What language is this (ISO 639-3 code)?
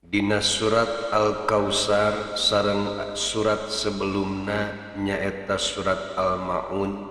sun